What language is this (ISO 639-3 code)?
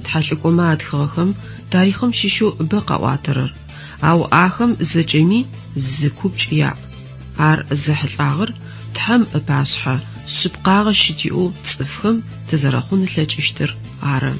ady